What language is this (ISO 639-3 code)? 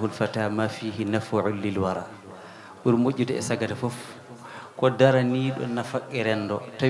ful